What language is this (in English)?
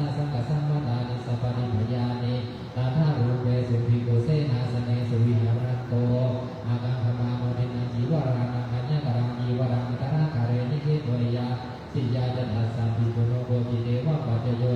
Pali